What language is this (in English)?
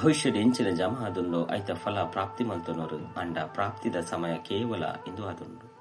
Tulu